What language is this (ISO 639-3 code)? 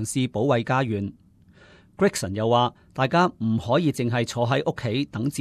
yue